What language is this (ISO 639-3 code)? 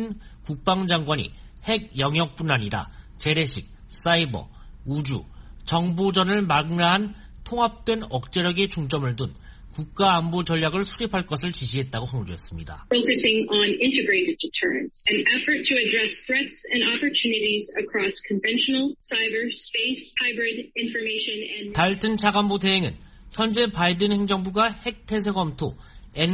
kor